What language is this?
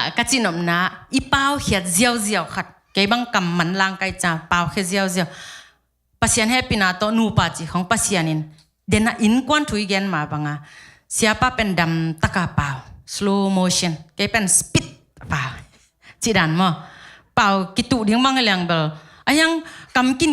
Tedim Chin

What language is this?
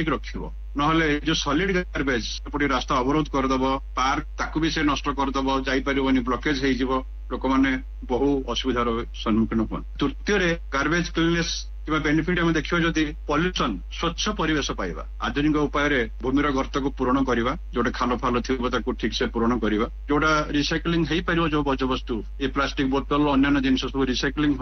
Odia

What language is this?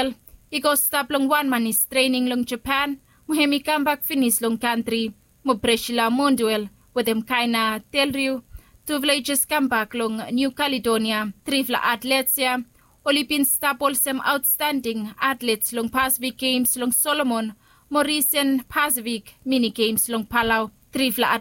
Bislama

